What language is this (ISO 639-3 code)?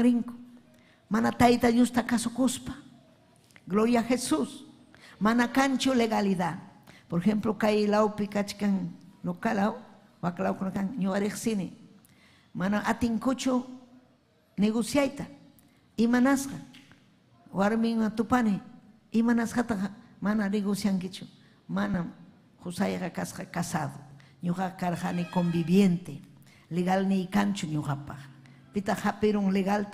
quy